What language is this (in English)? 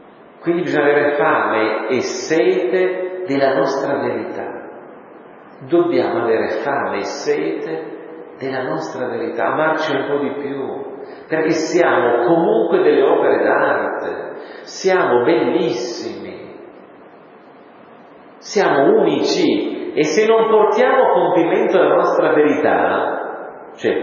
Italian